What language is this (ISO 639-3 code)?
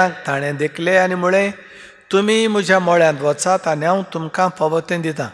kok